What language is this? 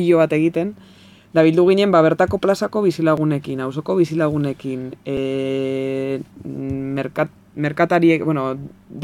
Basque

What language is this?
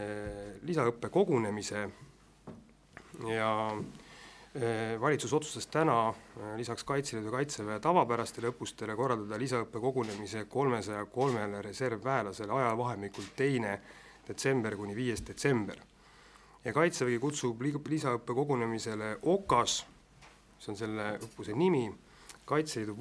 Estonian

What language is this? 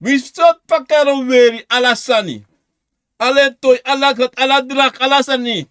Sranan Tongo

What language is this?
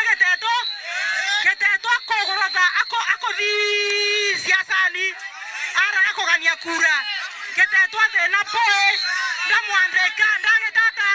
Meru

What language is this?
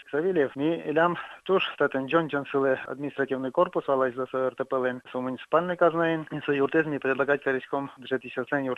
Udmurt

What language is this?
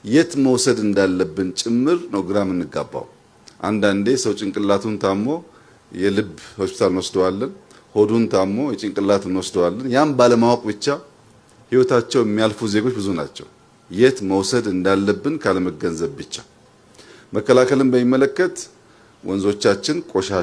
Amharic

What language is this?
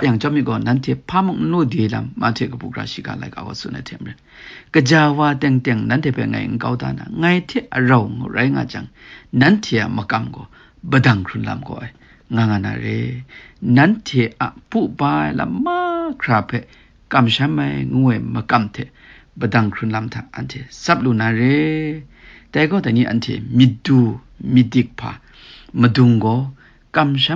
Kachin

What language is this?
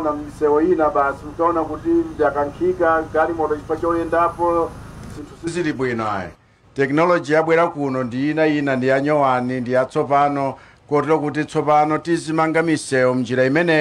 Nyanja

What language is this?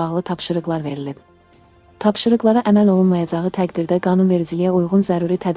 Azerbaijani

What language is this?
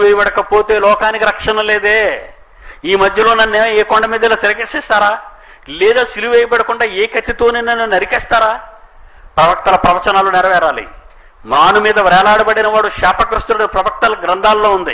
Telugu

